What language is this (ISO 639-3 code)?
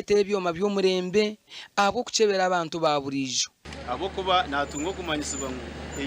nyn